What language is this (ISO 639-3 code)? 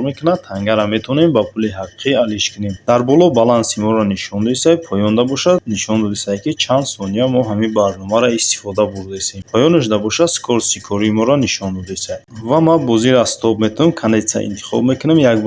tgk